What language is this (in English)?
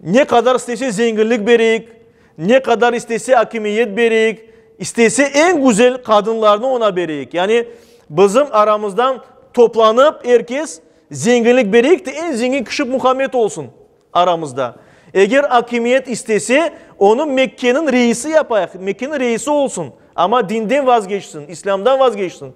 Crimean Tatar